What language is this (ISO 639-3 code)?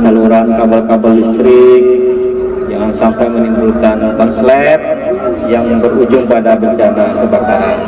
bjn